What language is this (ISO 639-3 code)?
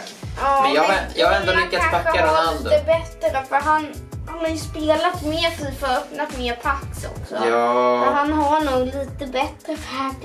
swe